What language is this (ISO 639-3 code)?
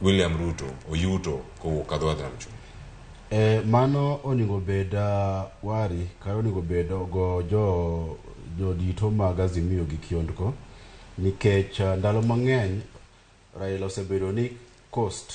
luo